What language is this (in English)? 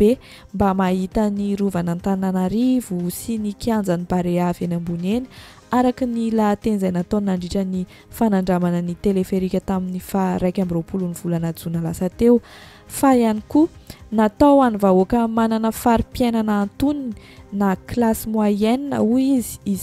Malagasy